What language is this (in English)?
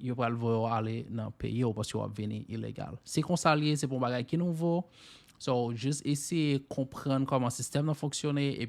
Haitian Creole